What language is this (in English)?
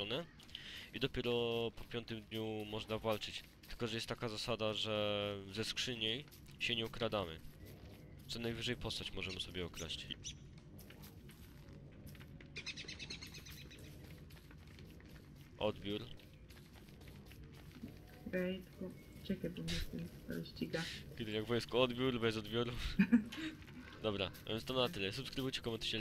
Polish